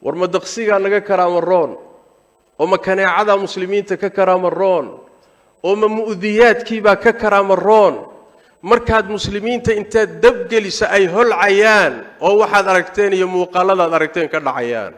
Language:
Somali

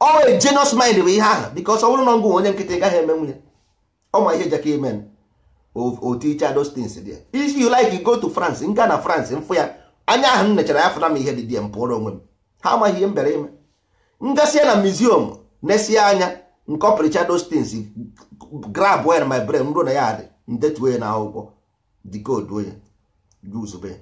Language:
Igbo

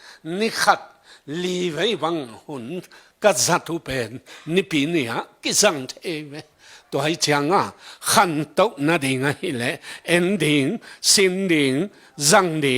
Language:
Tedim Chin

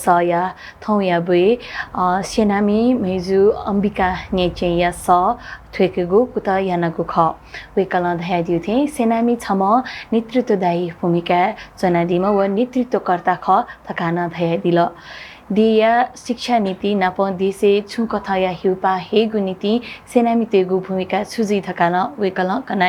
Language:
Newari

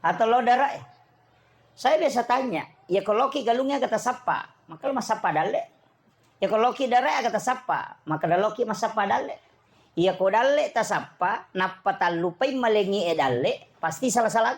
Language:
Buginese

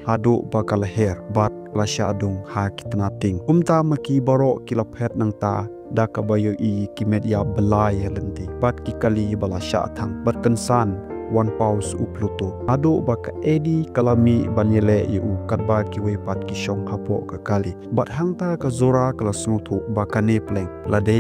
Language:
Khasi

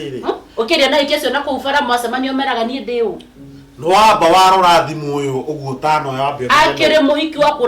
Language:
Kikuyu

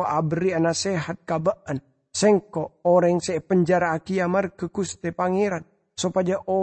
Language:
Madurese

